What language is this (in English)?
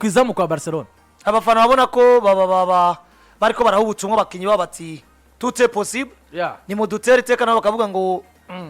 Rundi